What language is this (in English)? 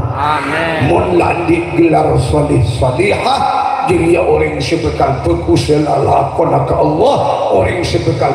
Madurese